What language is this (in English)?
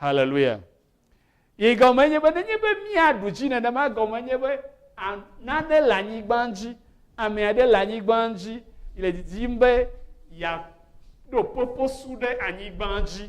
Ewe